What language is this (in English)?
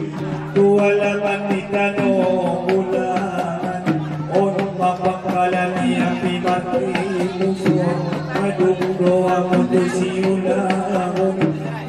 Batak Angkola